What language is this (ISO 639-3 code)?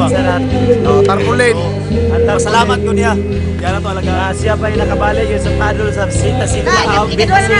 ceb